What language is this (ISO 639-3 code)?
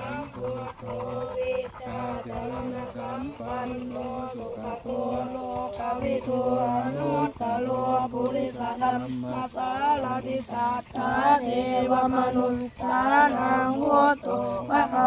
pli